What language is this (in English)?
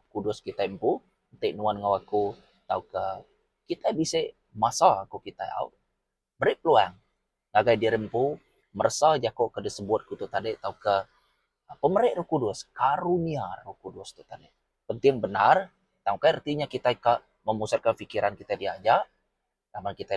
Iban